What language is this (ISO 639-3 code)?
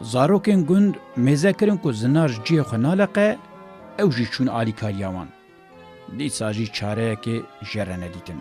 kur